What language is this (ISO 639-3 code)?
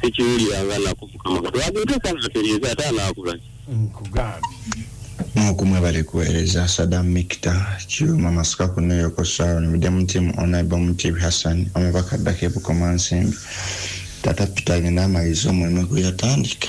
lug